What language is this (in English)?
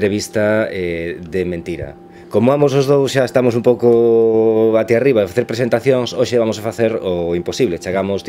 Galician